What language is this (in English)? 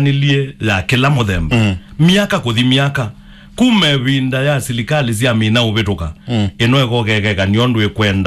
Kamba